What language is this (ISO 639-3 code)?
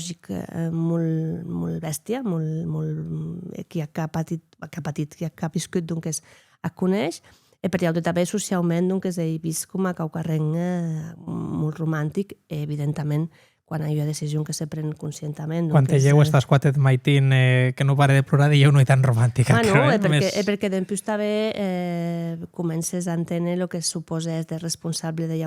oci